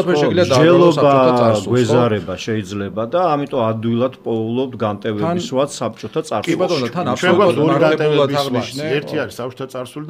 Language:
Georgian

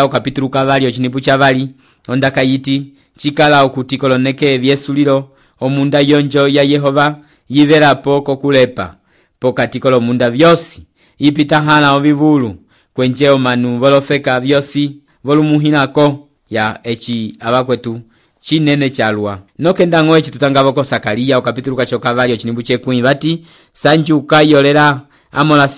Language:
Umbundu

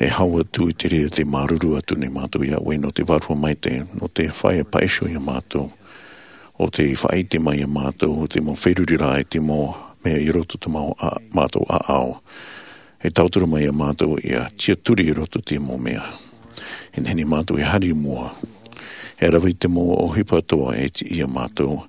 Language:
Tahitian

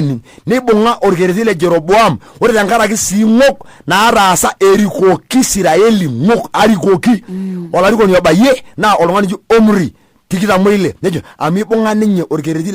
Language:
Masai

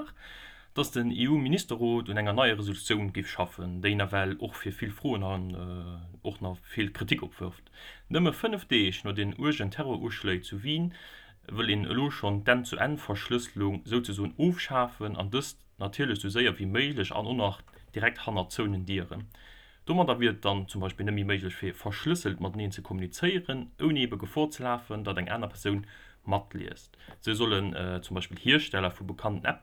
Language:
Luxembourgish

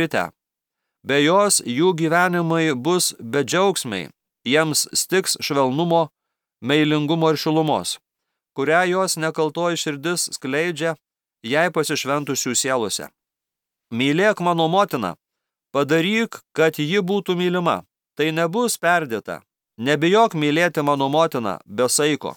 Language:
Lithuanian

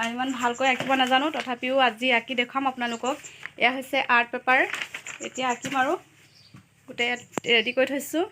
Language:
Assamese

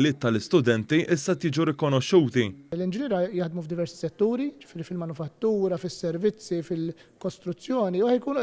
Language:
Maltese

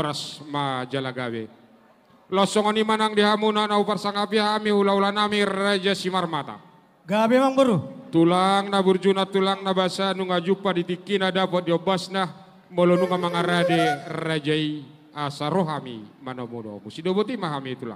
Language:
Batak Toba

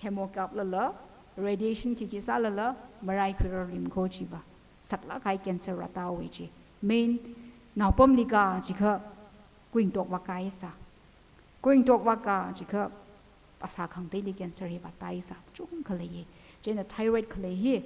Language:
Tangkhul Naga (India)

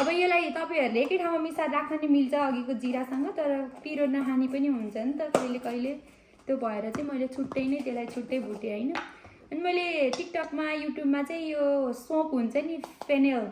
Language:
Nepali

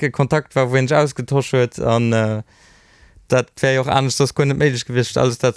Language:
Luxembourgish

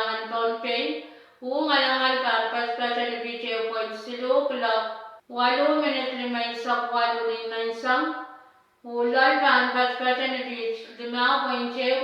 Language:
Pohnpeian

